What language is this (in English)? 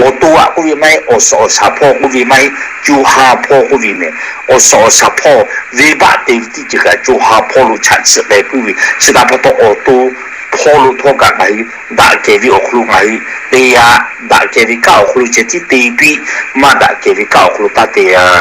Lahu